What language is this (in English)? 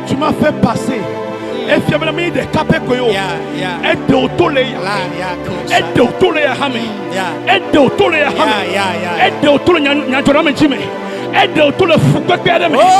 Ewe